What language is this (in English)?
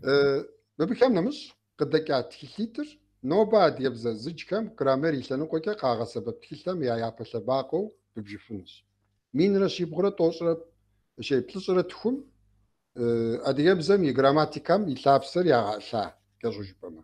Kabardian